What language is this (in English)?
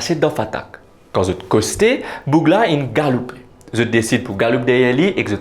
Morisyen